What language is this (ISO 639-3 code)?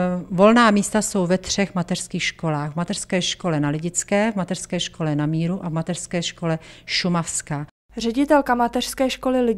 ces